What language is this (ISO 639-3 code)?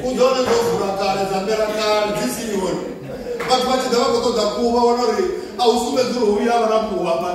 ven